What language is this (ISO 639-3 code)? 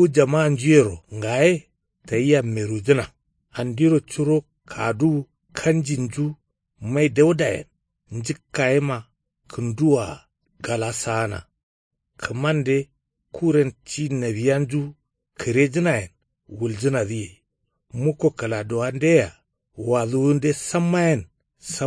kau